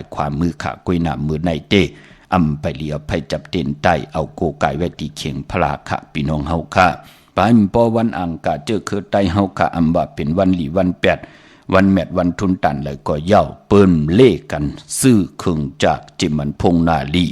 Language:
Shan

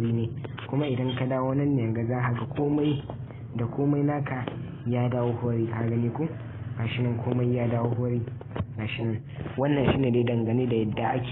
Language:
Hausa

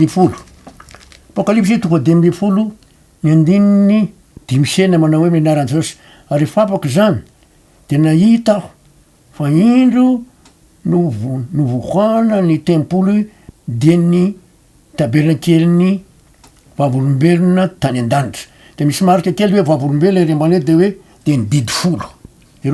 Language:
Malagasy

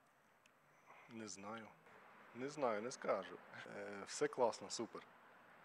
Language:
Ukrainian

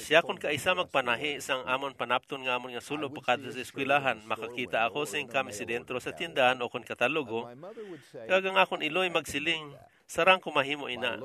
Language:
Hiligaynon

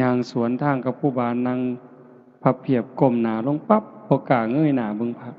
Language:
Lao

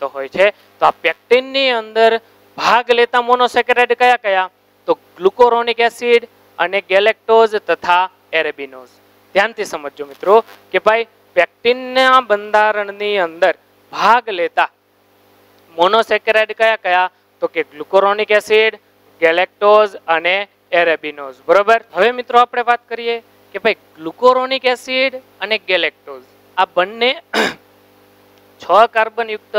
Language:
Gujarati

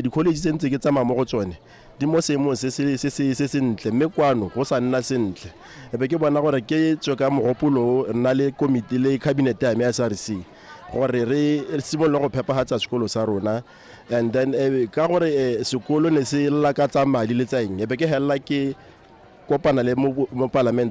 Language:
Tswana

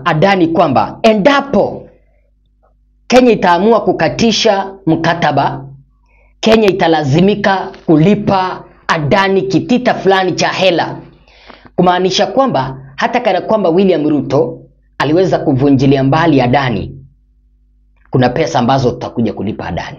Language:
Swahili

